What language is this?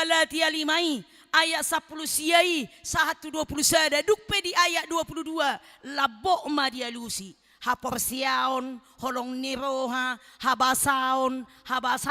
Batak Toba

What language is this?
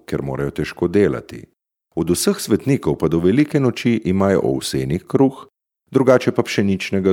Slovenian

